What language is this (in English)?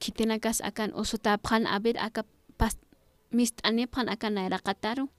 Aymara